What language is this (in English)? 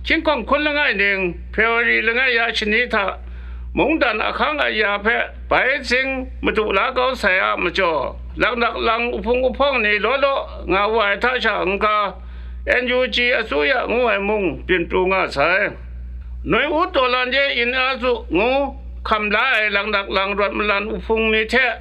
Kachin